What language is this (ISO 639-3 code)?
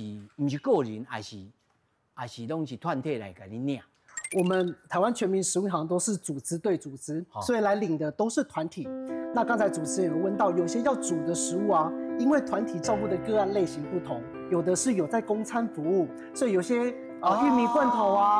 nan